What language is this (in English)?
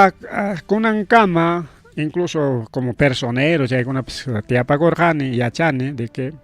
Ayacucho Quechua